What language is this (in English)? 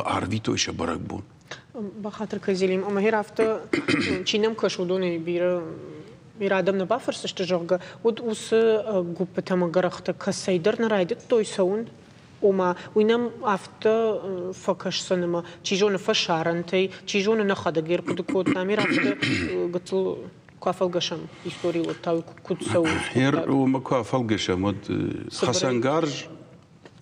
Ossetic